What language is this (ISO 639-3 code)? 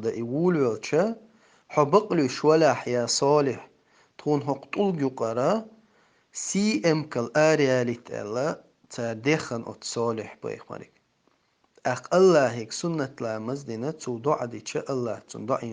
che